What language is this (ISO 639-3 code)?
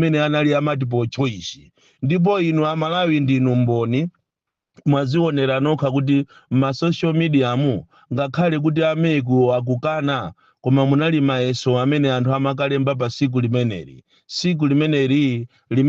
nya